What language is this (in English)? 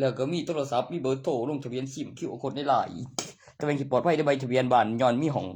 Northeastern Thai